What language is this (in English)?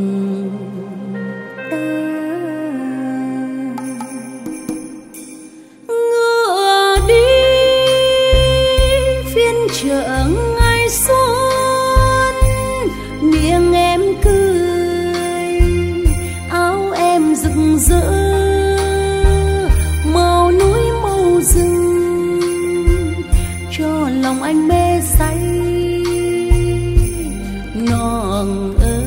Vietnamese